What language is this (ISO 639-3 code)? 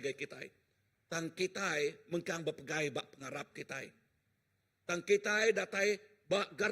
iba